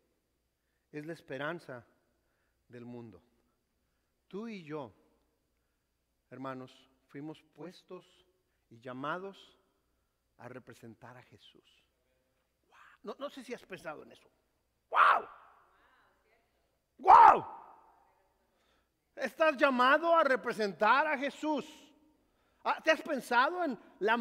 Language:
Spanish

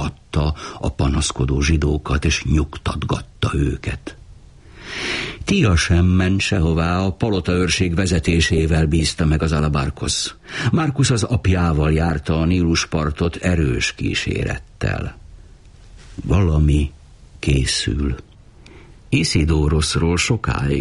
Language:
Hungarian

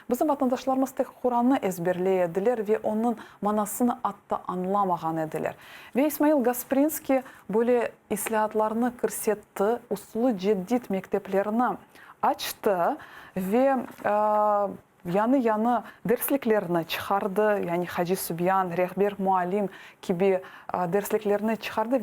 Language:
Crimean Tatar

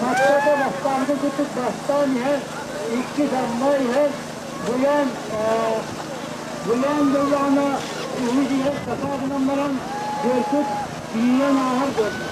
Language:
Yakut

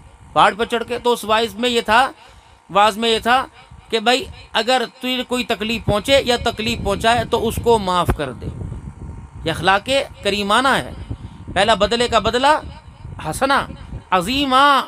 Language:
Urdu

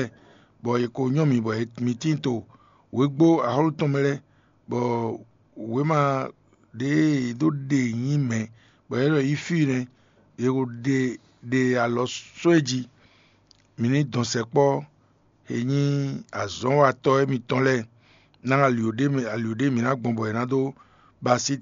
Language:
Fon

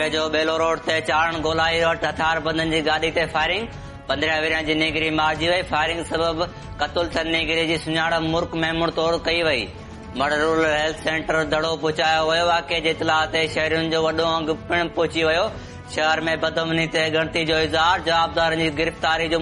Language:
Sindhi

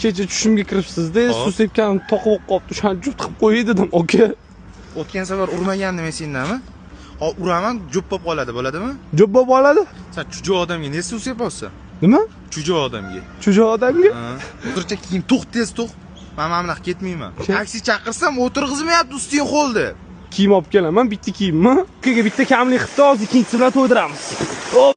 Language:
Uzbek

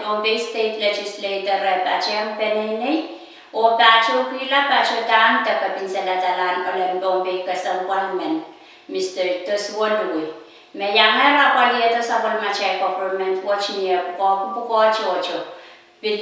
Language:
Pohnpeian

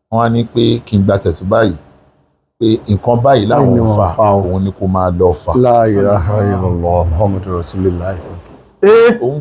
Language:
Yoruba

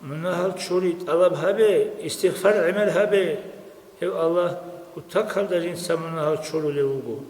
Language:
Avaric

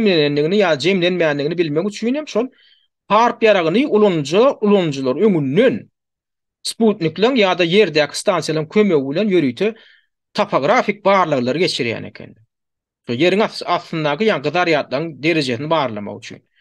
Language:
Turkmen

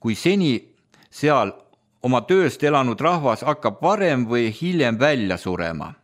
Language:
Estonian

